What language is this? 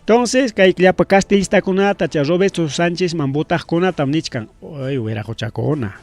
Ayacucho Quechua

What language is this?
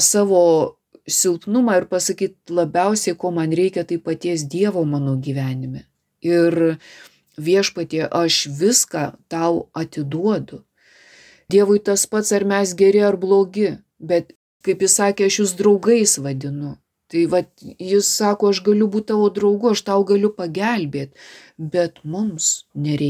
Lithuanian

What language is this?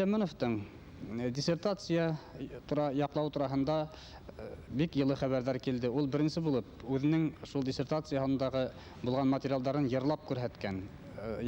Bashkir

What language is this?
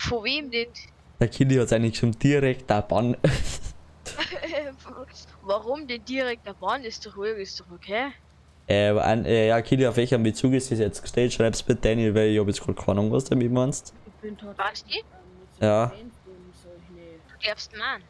Bavarian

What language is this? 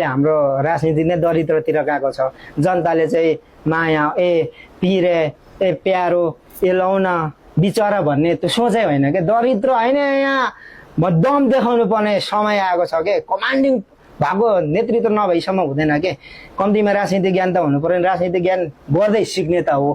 Nepali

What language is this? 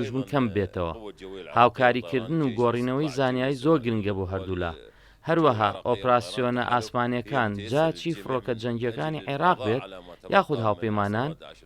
Central Kurdish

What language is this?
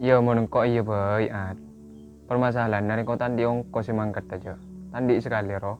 Madurese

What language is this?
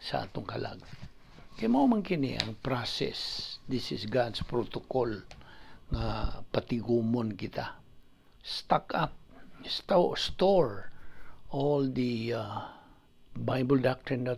Cebuano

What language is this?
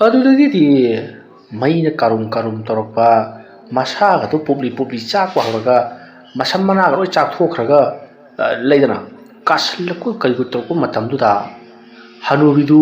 Manipuri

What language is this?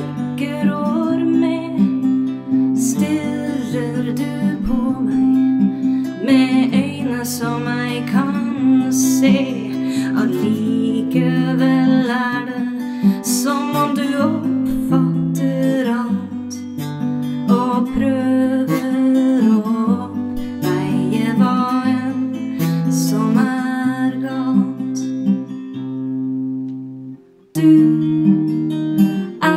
Norwegian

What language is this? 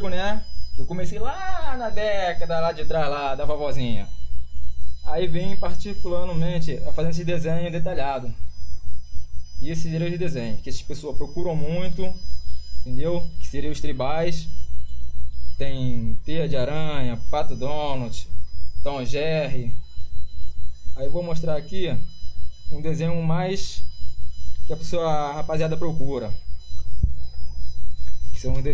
Portuguese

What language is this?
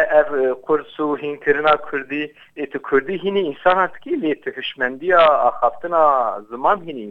Kurdish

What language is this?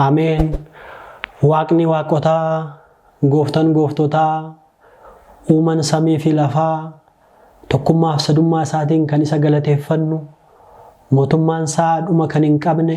Oromo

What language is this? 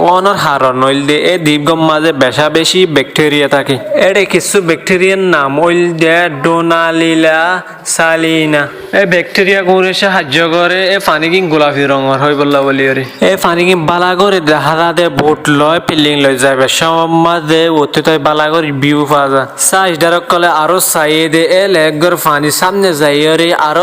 Rohingya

